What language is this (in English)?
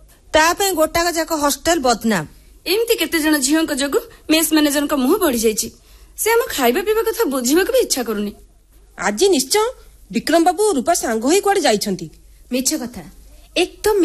Odia